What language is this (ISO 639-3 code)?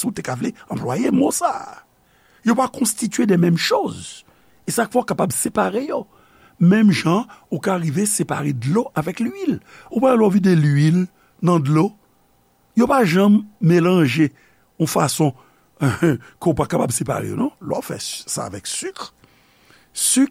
hat